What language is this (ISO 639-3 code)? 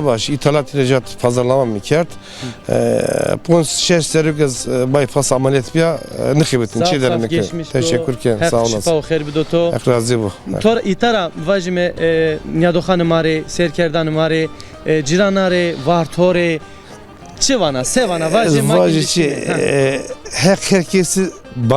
zza